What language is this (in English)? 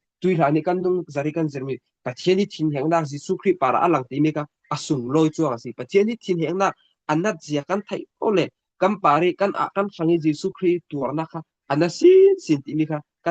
Falam Chin